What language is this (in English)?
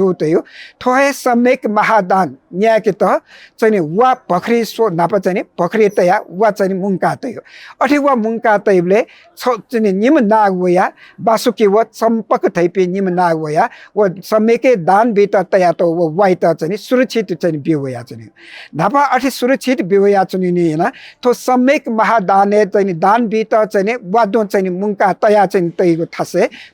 Newari